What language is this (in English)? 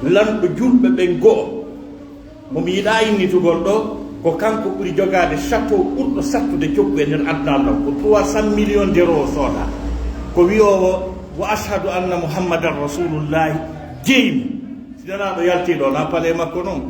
Pular